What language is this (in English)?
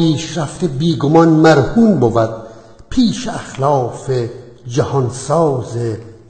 Tajik